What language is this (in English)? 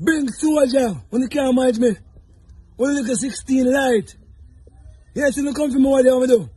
Jamaican Creole English